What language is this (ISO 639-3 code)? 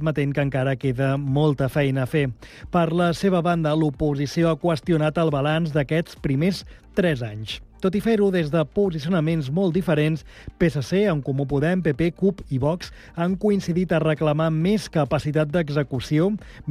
cat